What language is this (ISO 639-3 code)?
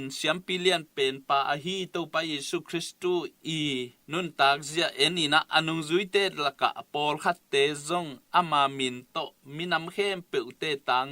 ctd